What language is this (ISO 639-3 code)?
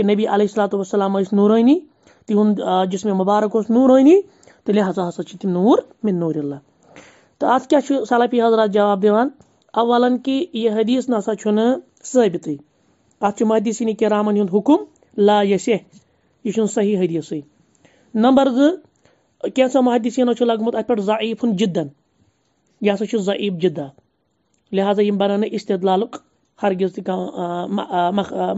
kas